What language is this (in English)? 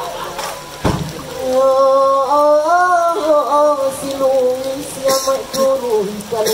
Minangkabau